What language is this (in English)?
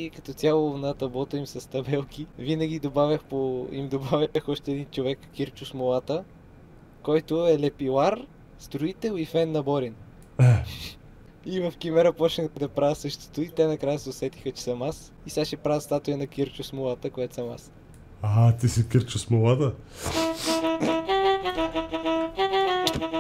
Bulgarian